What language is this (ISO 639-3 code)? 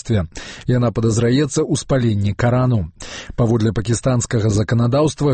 bel